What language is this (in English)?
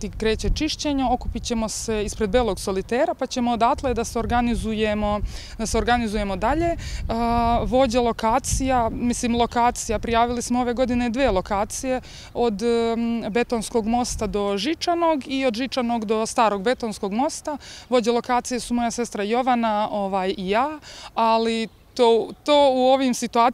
Serbian